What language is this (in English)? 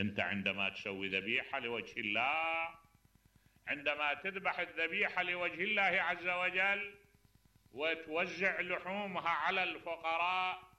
Mesopotamian Arabic